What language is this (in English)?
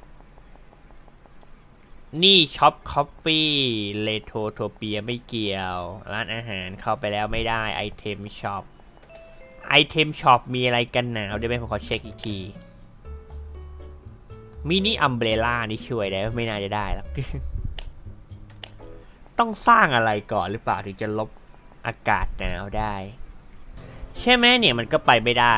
Thai